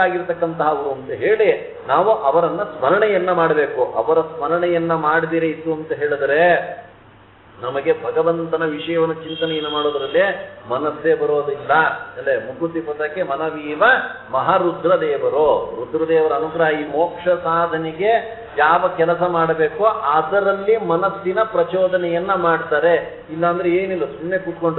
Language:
Kannada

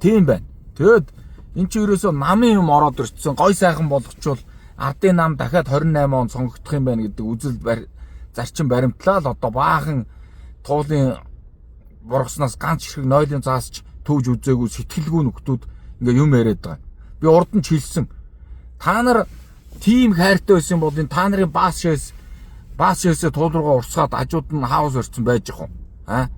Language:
Mongolian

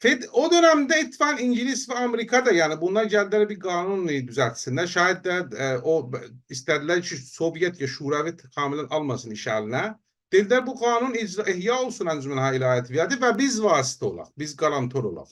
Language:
South Azerbaijani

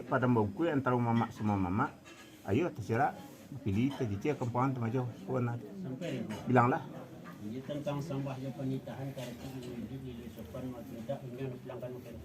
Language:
Minangkabau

